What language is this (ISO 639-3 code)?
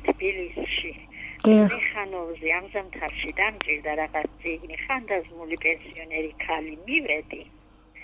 kat